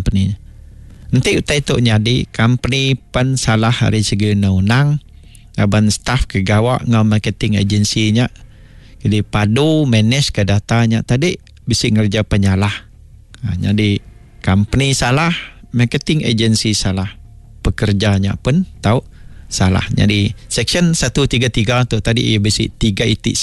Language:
Iban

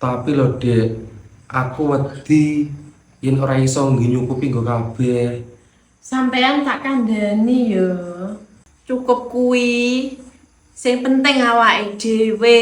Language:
Javanese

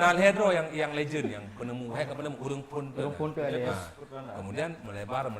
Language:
Achinese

